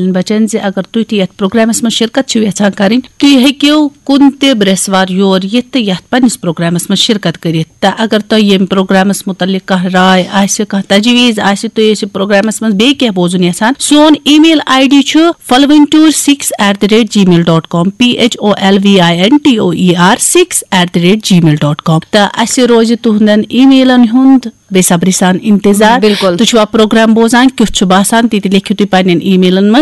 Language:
Kashmiri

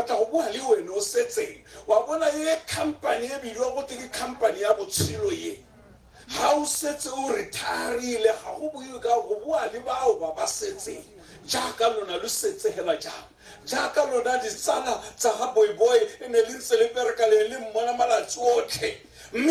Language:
Tswana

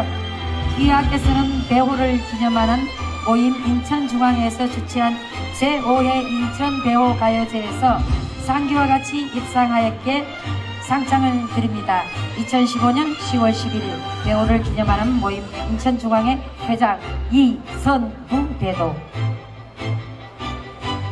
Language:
Korean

